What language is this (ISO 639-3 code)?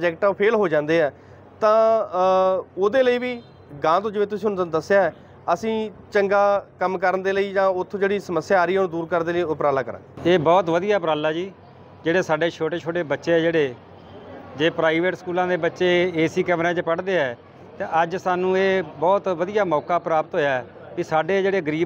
pan